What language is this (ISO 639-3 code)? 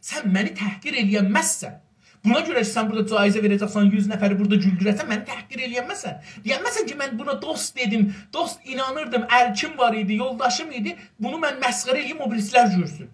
azb